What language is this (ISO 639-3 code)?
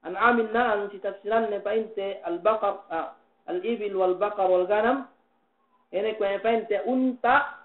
yka